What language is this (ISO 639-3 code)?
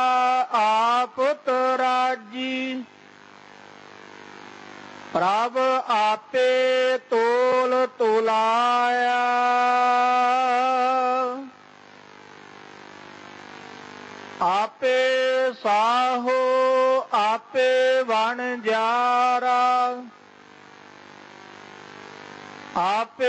pan